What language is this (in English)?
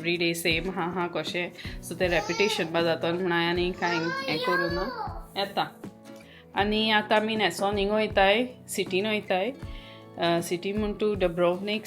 Konkani